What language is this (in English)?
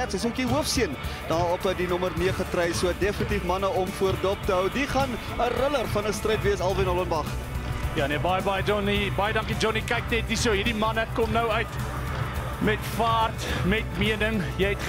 Afrikaans